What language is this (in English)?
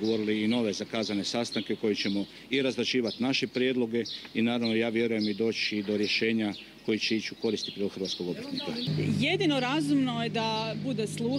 Croatian